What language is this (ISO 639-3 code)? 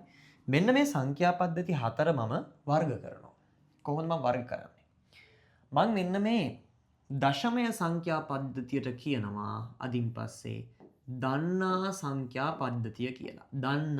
sin